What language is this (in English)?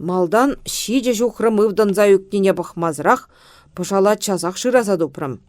Chuvash